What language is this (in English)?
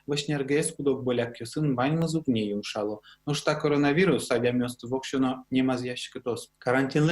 Udmurt